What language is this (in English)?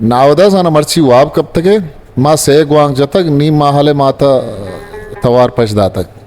Eastern Balochi